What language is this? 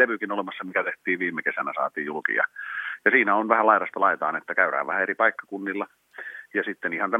Finnish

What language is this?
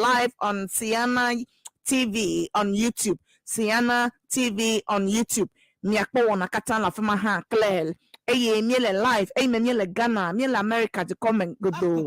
Ewe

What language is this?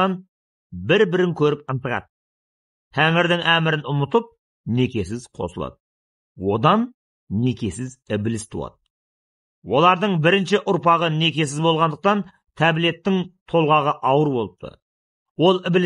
Kazakh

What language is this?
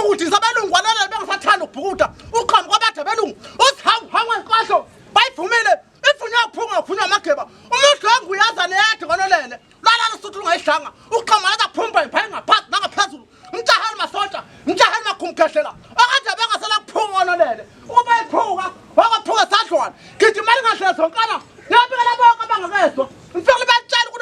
Zulu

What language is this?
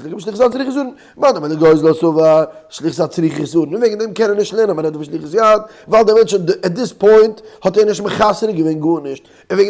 Yiddish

